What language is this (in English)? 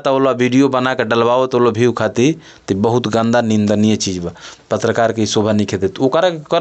Bhojpuri